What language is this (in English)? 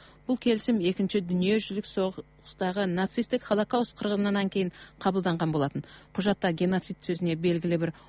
Kazakh